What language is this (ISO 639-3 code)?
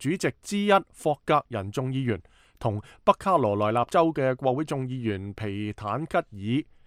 yue